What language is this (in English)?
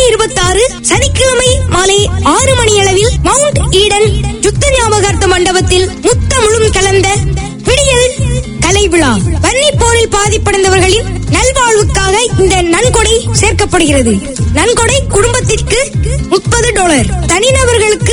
Tamil